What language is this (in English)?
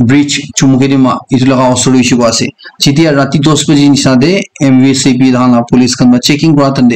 Naga Pidgin